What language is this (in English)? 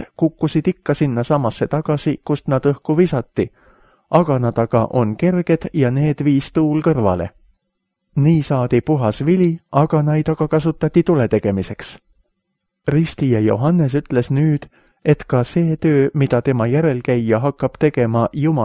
Estonian